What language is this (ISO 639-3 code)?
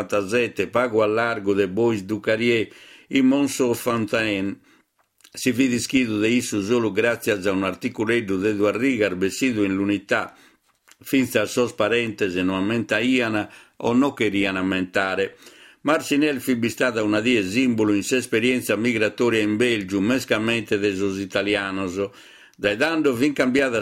srd